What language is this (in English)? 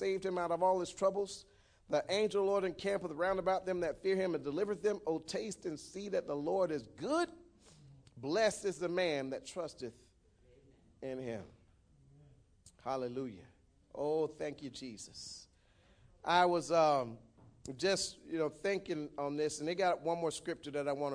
English